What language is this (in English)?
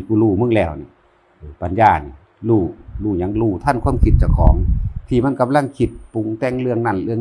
Northeastern Thai